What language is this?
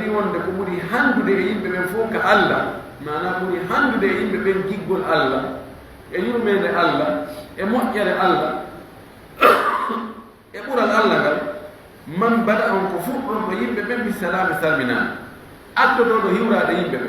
Fula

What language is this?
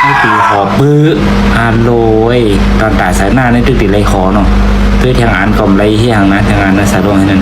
Shan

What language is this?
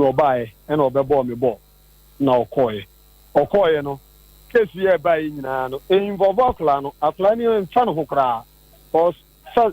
Akan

